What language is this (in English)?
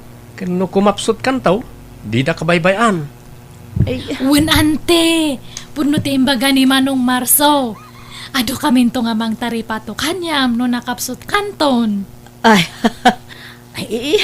Iloko